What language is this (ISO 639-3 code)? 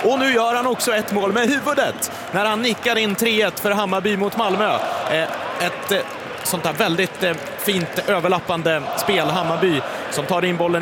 swe